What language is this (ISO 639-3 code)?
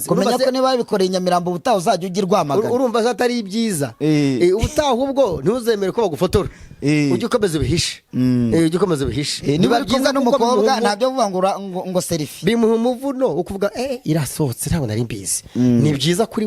kin